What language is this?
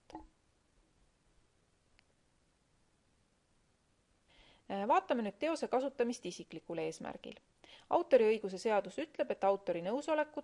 Estonian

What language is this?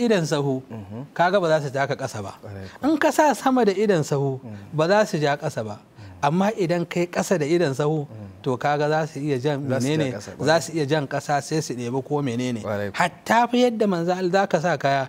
Hausa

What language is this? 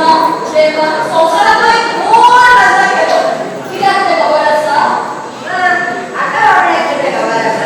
Konkani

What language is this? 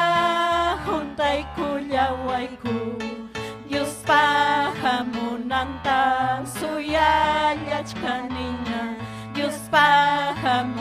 Ayacucho Quechua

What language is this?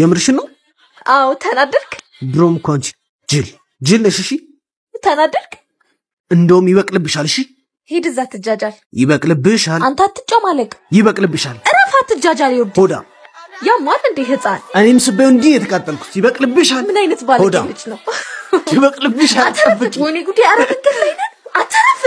Amharic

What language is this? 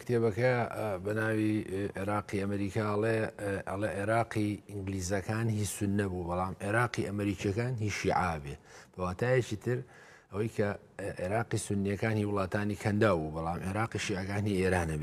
Central Kurdish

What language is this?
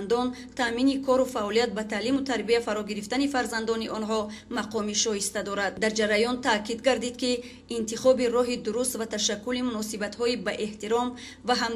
Tajik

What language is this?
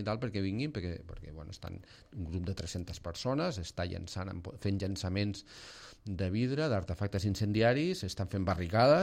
Catalan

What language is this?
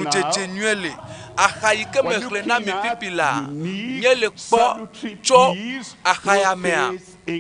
Ewe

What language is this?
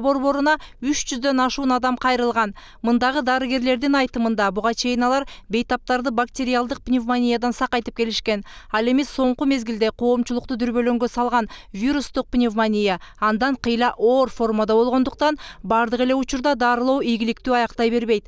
Kyrgyz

